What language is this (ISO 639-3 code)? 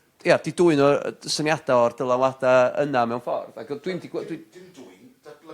cym